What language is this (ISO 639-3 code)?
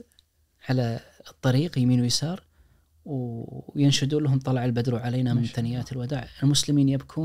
ars